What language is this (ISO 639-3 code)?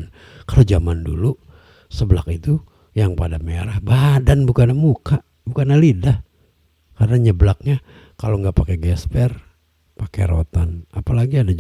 bew